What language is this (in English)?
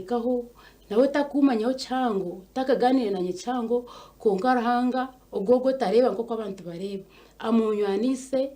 Nyankole